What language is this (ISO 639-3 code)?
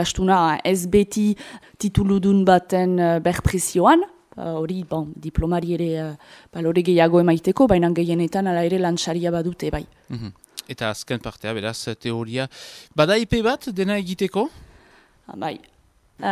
eus